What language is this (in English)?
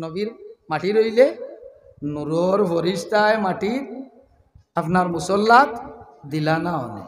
Sylheti